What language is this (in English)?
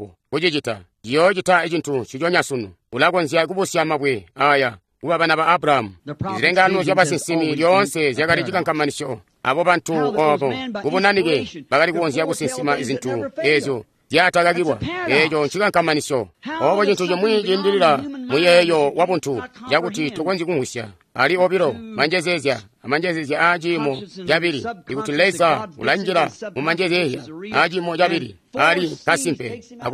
Tonga (Zambia)